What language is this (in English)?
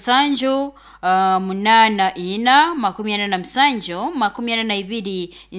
Nyoro